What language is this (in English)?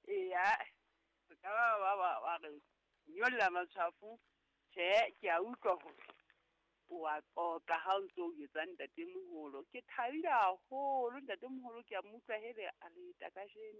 Southern Sotho